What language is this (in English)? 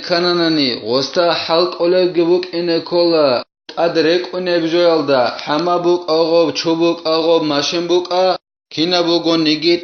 Avaric